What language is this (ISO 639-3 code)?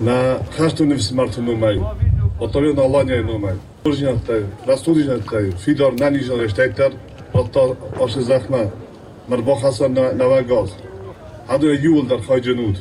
oss